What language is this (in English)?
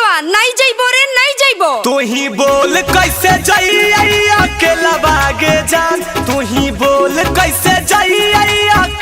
Magahi